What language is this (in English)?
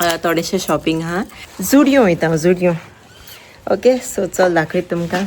Konkani